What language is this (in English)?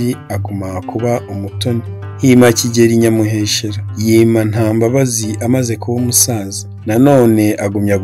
Kinyarwanda